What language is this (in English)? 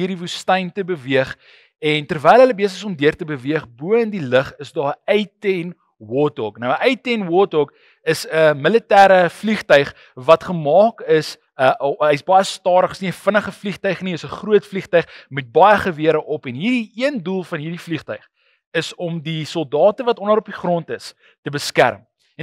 Afrikaans